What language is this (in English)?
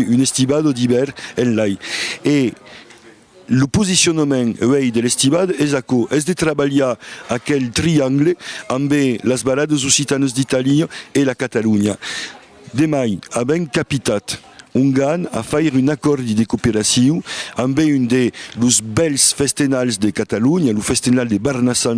Occitan